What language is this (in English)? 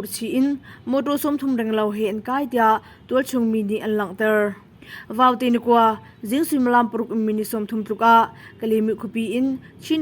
Hakha Chin